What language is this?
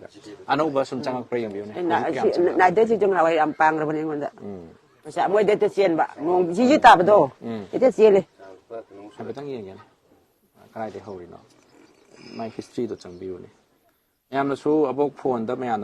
Manipuri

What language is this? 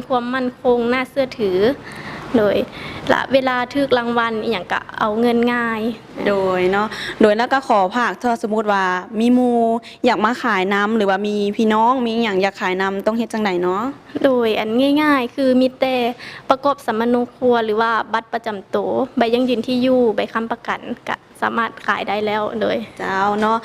Lao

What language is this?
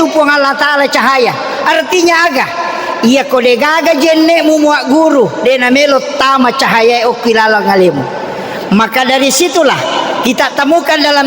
Buginese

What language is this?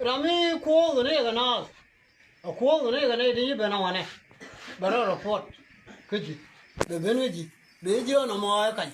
Nuer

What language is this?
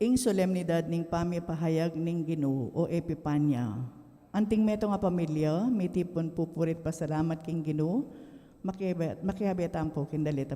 Pampanga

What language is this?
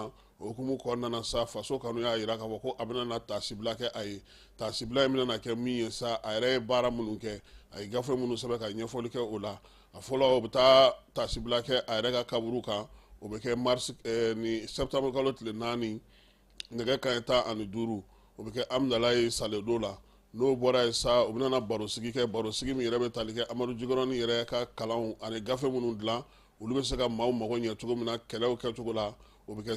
Bambara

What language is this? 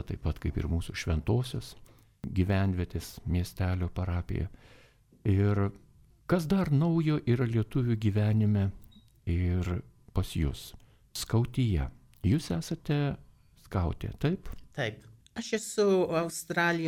Lithuanian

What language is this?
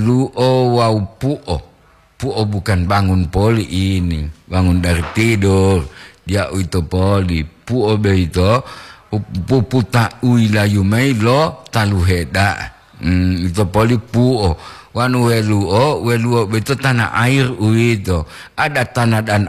Gorontalo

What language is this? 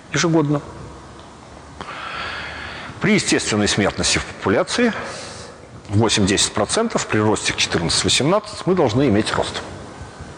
Russian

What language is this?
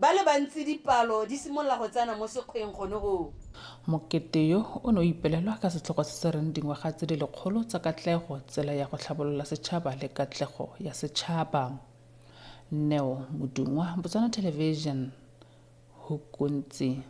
Tswana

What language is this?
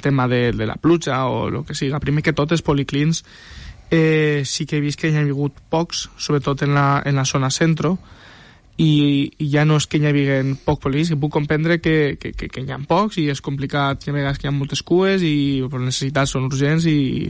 Catalan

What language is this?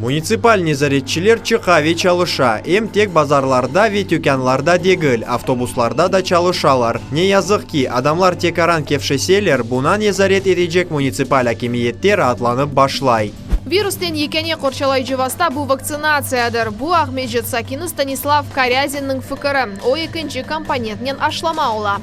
Crimean Tatar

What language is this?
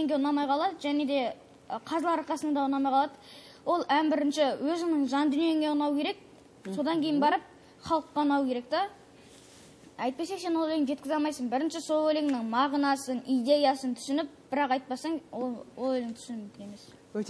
Kazakh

